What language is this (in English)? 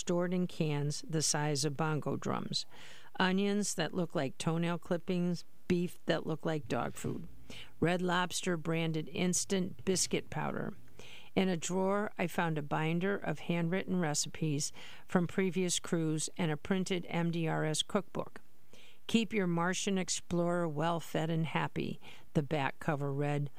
English